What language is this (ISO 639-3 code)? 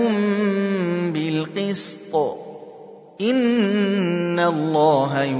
ara